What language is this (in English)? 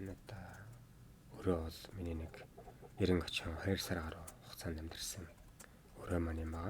Mongolian